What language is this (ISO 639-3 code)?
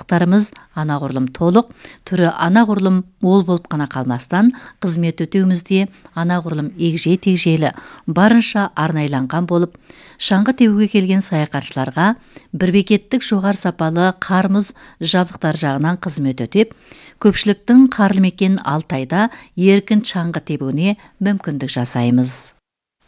kaz